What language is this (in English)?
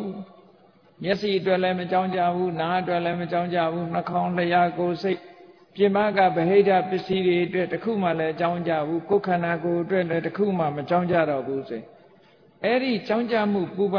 Burmese